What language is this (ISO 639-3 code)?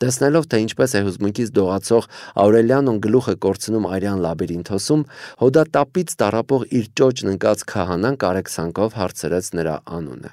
hye